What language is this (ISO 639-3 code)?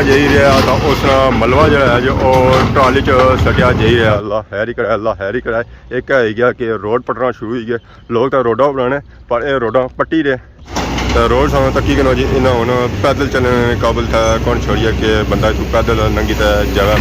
phr